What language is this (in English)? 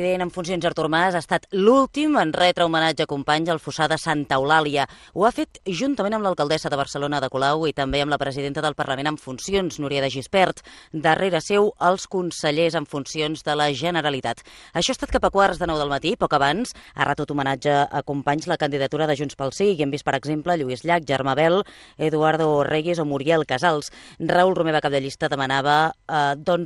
Catalan